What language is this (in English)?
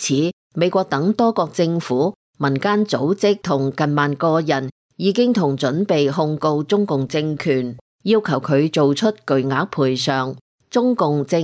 Cantonese